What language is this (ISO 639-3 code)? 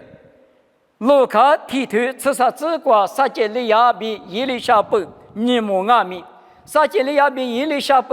lis